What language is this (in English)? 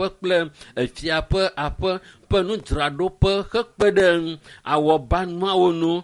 Ewe